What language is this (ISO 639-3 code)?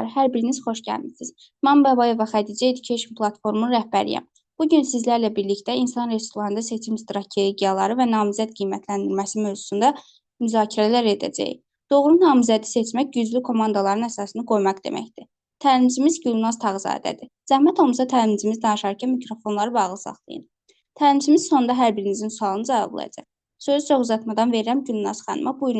aze